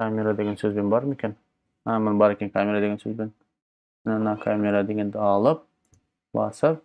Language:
Kazakh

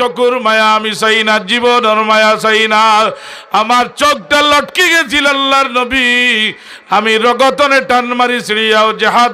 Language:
Sylheti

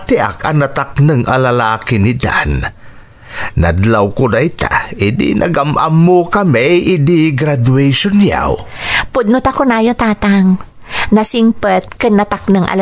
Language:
Iloko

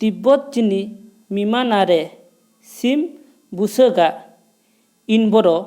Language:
Santali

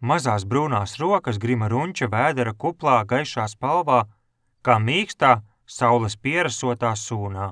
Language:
Latvian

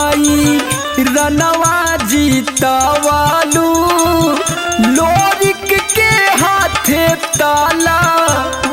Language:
Bhojpuri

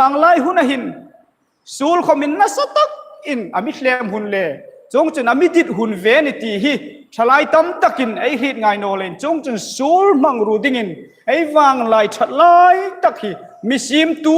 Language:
Hmar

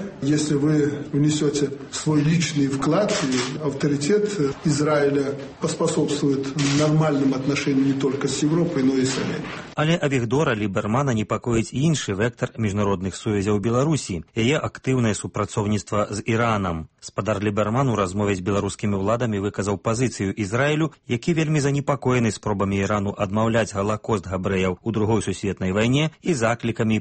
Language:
Belarusian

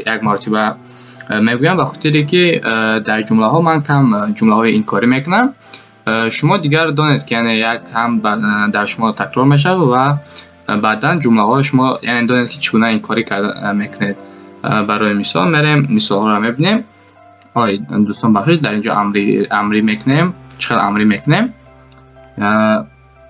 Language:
Tajik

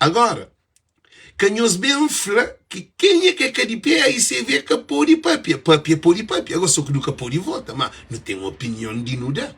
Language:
Kabuverdianu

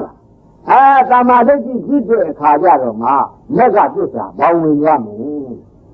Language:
Burmese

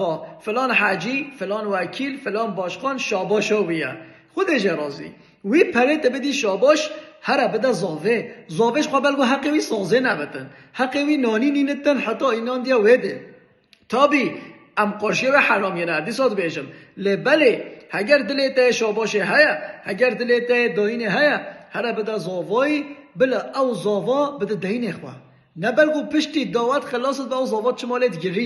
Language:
Kurdish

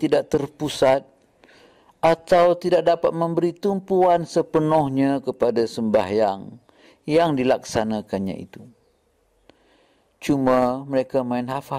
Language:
Malay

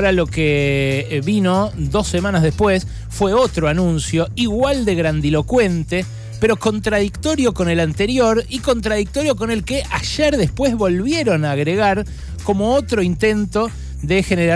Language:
Spanish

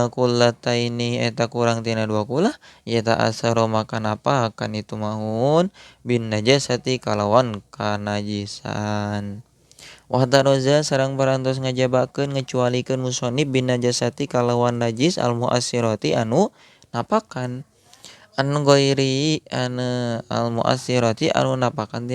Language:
Sundanese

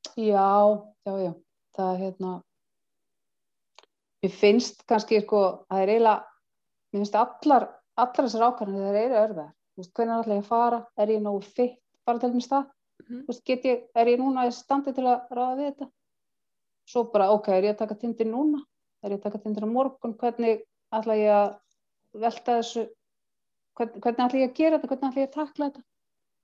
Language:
Icelandic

